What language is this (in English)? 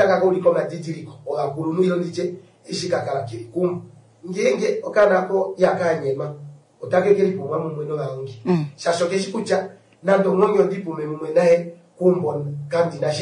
Kuanyama